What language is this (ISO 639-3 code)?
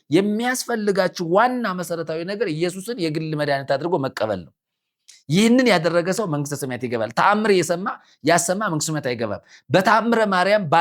amh